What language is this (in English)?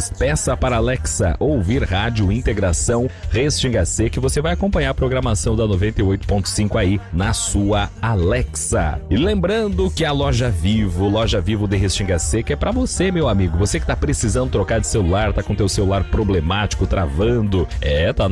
Portuguese